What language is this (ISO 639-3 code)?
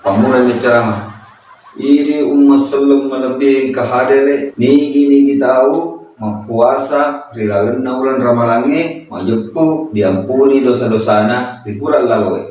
bug